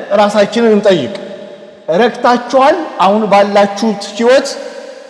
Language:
Amharic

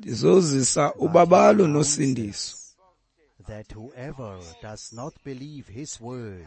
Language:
Xhosa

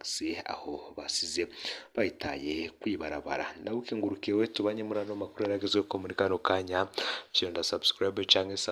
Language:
Rundi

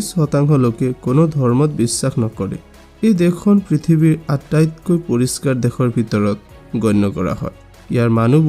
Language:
Assamese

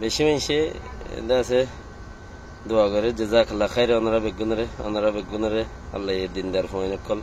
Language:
Rohingya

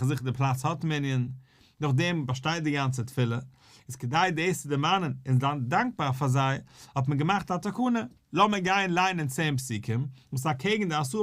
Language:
Yiddish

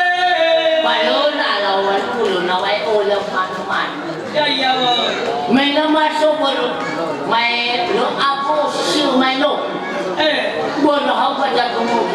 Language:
Nias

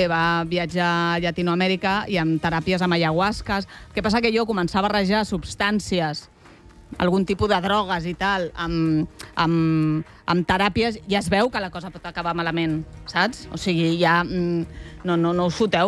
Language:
Catalan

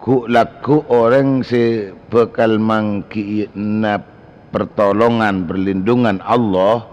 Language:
Madurese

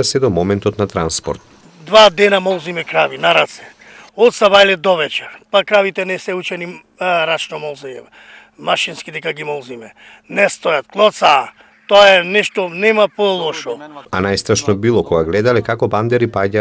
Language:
Macedonian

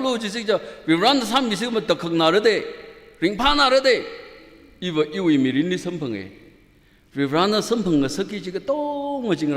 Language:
Tangkhul Naga (India)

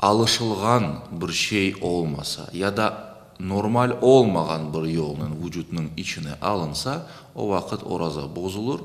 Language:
Crimean Tatar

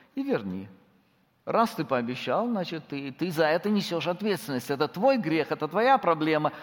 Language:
Russian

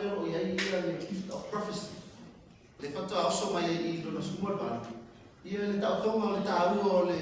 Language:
Samoan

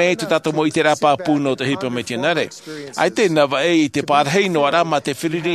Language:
Tahitian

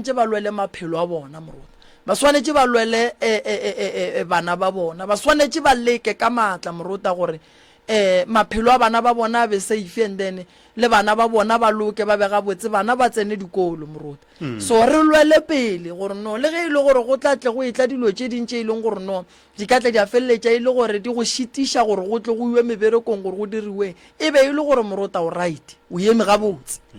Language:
Northern Sotho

